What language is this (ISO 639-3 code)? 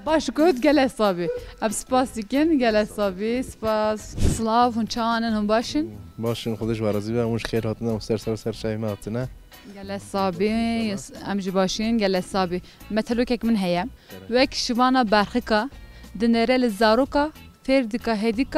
kur